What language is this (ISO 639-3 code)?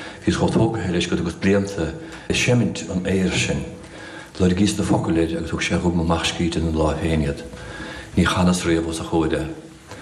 gle